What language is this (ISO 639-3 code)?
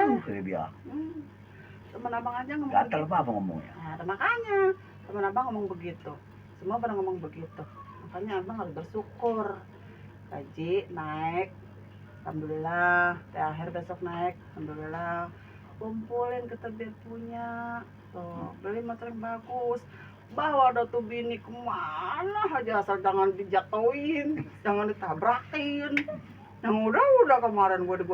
bew